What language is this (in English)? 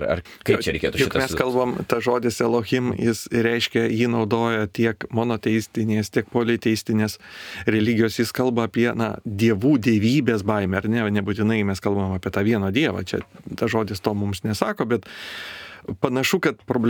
Lithuanian